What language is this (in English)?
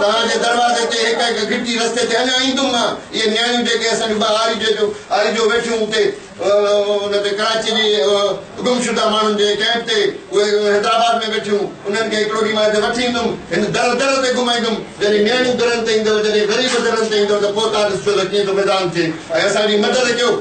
Sindhi